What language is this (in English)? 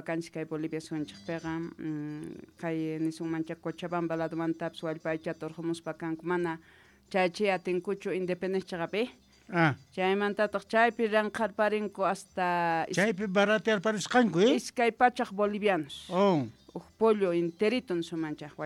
Quechua